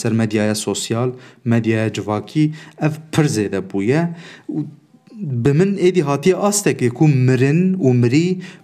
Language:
Kurdish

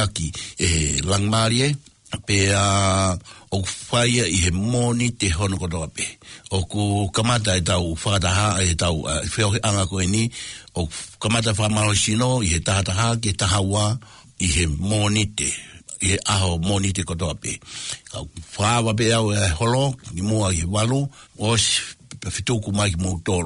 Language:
Tongan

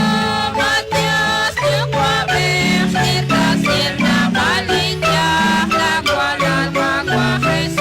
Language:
Kekchí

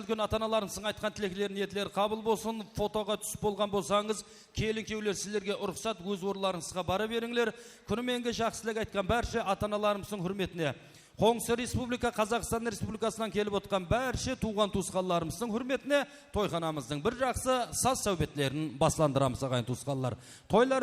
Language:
Kara-Kalpak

